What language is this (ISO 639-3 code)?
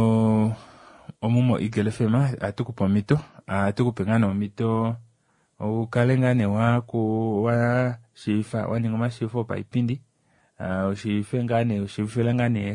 kua